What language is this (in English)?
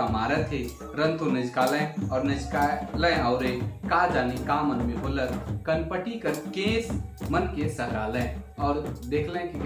Sadri